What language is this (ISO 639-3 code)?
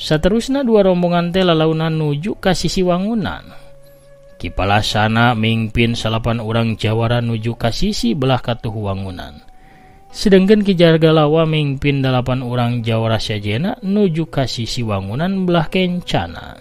sun